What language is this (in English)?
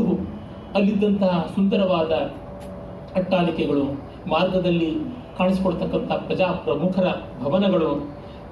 Kannada